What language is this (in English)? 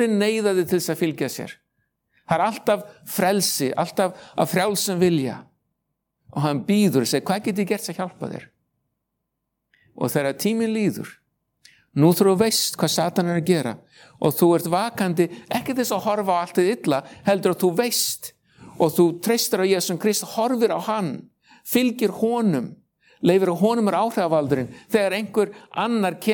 Icelandic